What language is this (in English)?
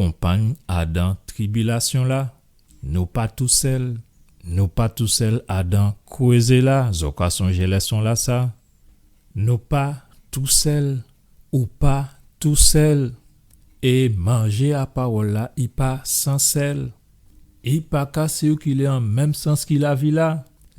Guadeloupean Creole French